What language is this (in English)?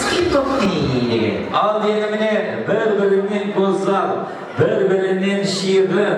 Kara-Kalpak